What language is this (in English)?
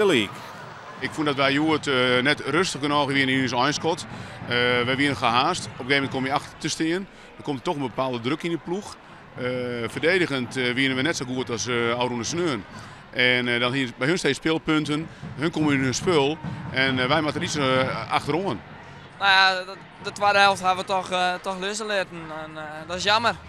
Western Frisian